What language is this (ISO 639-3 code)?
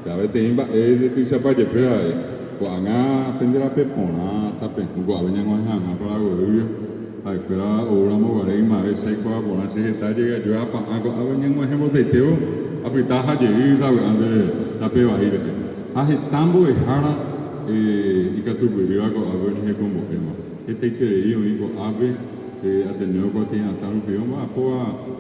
grn